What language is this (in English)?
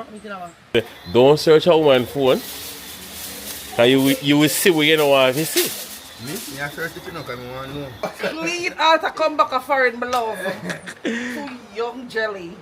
Jamaican Creole English